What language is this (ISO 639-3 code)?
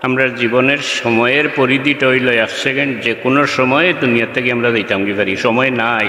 syl